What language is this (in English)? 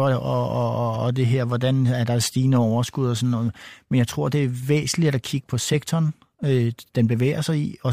Danish